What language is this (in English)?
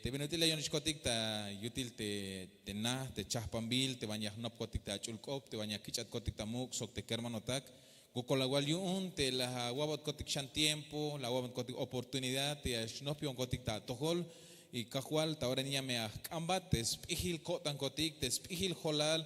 Tzeltal